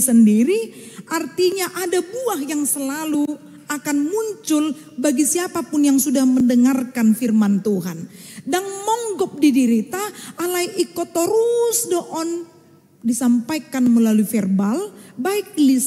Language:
Batak Toba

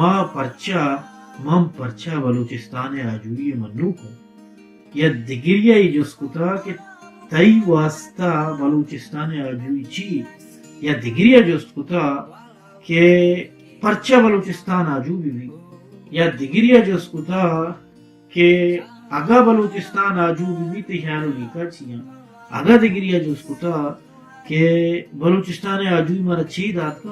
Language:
Baluchi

